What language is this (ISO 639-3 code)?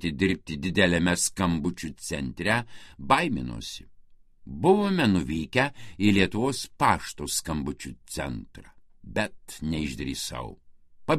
lit